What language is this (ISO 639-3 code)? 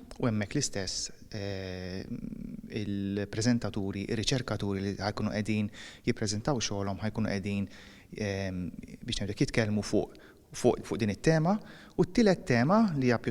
mlt